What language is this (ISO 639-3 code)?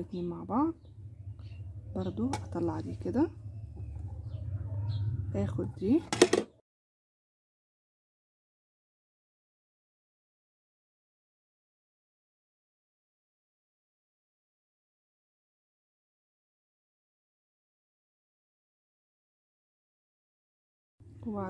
arz